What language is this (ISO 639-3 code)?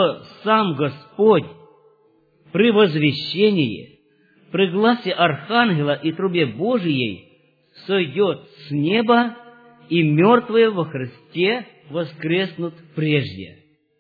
rus